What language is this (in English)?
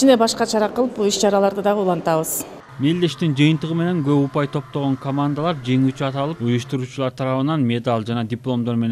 Kyrgyz